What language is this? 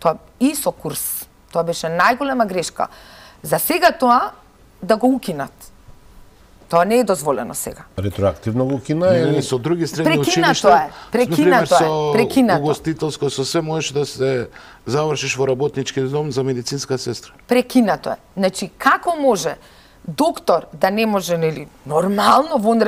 Macedonian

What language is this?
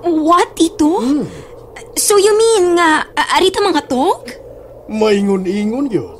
Cebuano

